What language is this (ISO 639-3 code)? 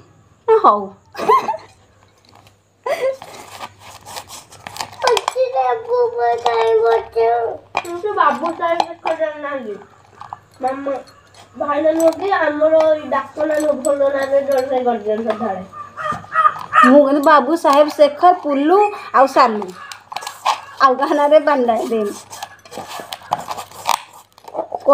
ori